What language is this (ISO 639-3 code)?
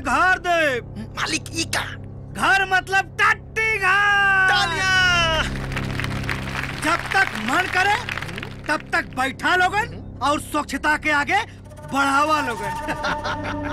bho